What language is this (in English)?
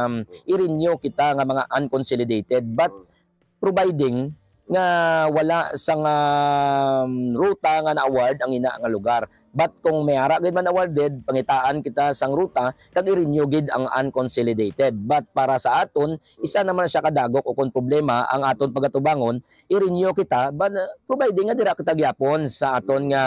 Hiligaynon